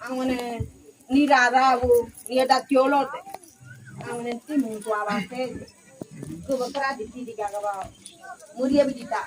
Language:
Ngäbere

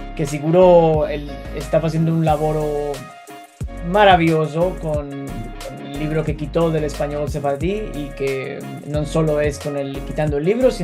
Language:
Ladino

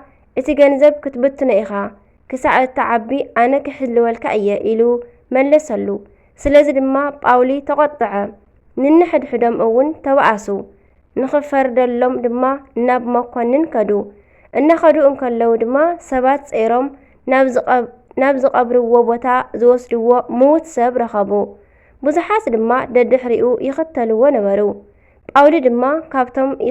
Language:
Tigrinya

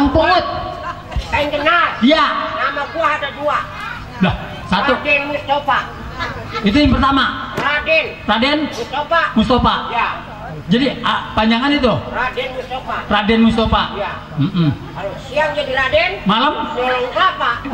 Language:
Betawi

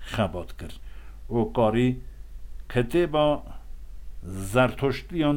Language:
Kurdish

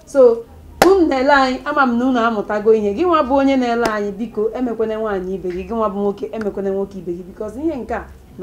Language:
Igbo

